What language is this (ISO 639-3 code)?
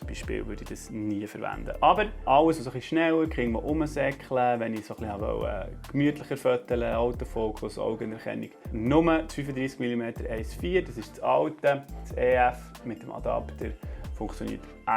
gsw